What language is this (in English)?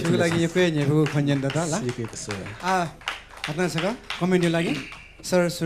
Newari